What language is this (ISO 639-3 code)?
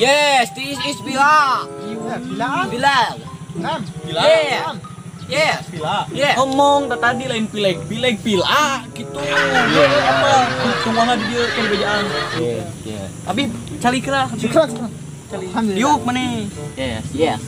sun